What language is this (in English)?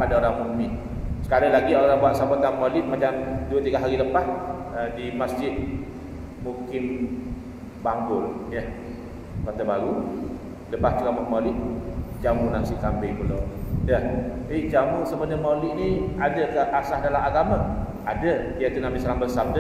Malay